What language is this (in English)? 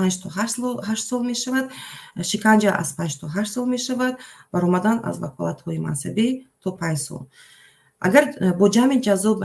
Tajik